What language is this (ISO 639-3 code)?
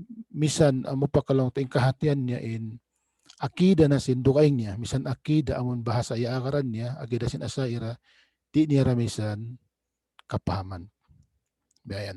tsg